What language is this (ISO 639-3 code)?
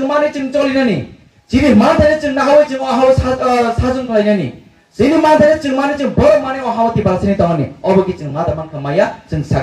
trp